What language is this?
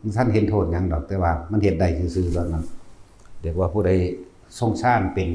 Northeastern Thai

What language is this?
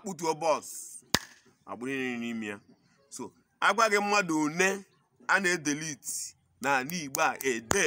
Igbo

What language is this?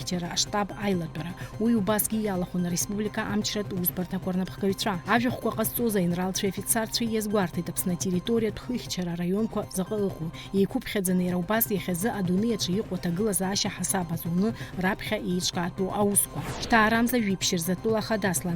Abkhazian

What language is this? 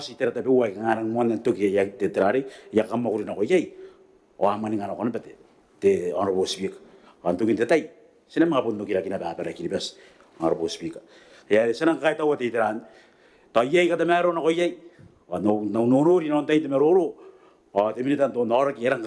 Gilbertese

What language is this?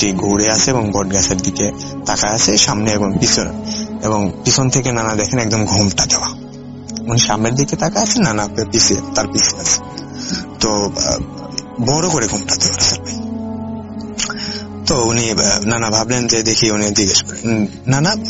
Bangla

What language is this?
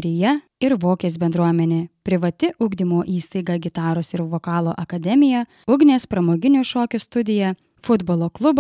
Lithuanian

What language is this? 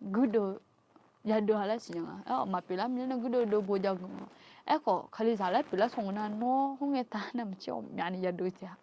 Akha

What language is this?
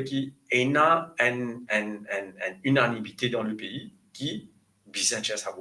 Morisyen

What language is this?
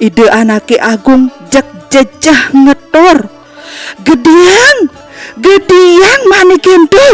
Balinese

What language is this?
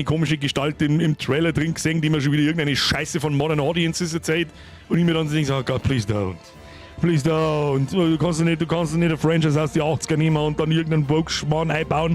Bavarian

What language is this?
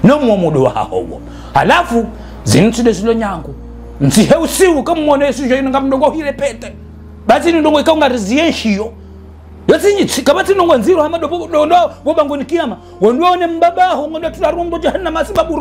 Ngazidja Comorian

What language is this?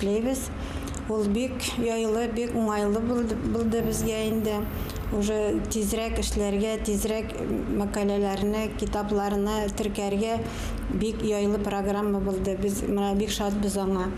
Bashkir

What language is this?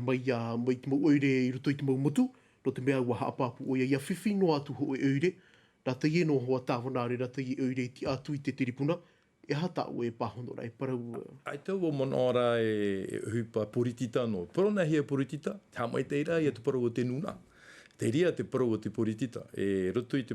Tahitian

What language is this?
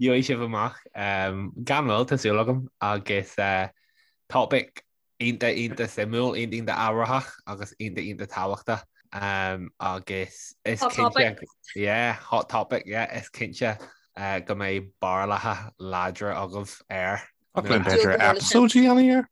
Irish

